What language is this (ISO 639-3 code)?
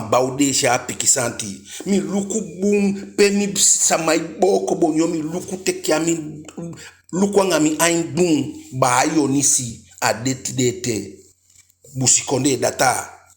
djk